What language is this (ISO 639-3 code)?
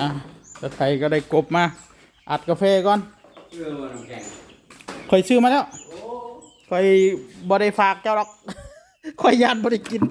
tts